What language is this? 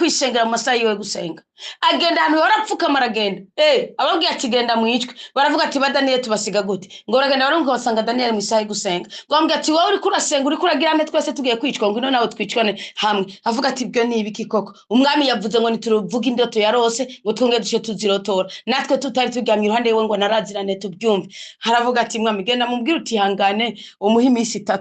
Rundi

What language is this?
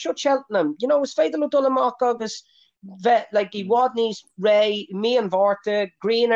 Irish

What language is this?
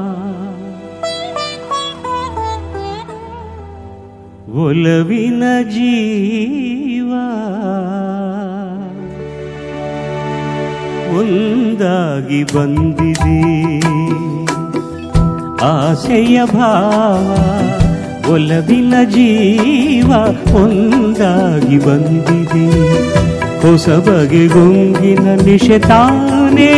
Kannada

